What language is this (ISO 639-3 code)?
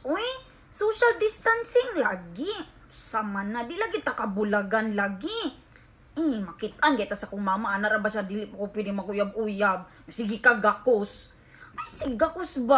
ceb